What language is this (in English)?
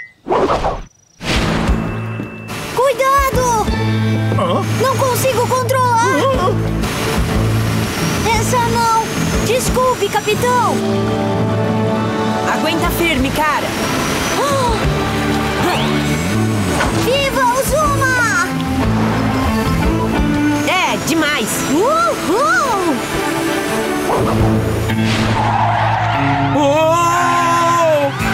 Portuguese